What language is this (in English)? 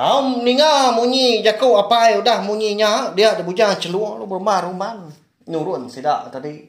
Iban